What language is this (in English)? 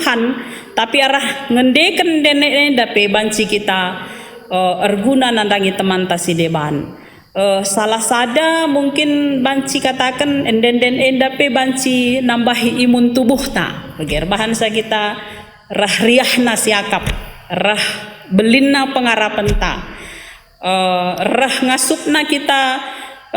Batak Karo